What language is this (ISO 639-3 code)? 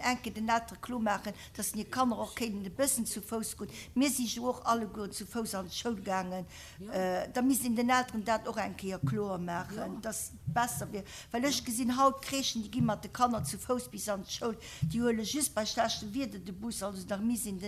ltz